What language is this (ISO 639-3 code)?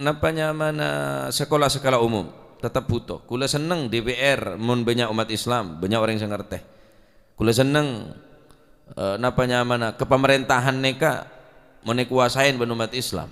mad